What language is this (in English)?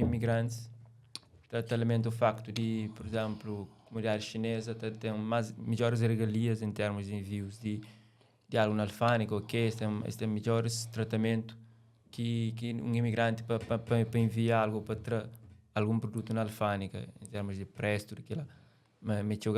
Kabuverdianu